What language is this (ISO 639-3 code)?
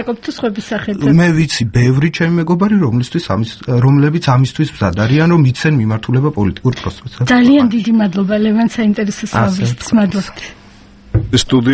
kat